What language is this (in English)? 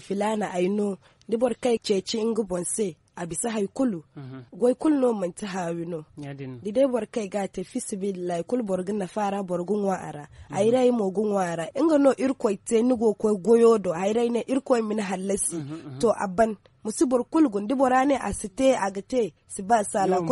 Zarma